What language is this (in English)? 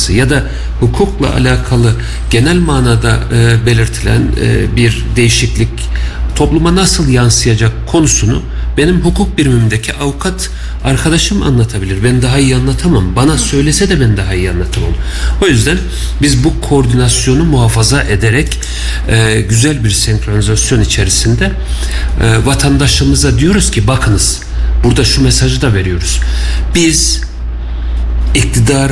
Turkish